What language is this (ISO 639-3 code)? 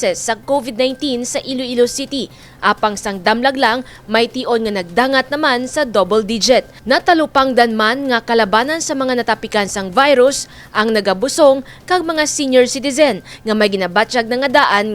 hil